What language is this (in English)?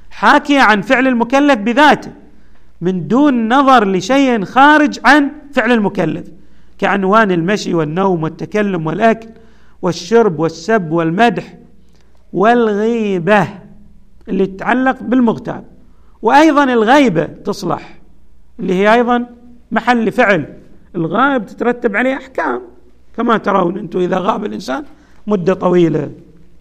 Arabic